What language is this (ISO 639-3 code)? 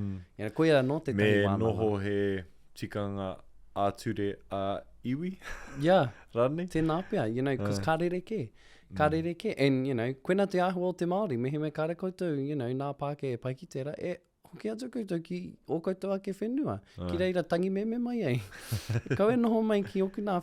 mri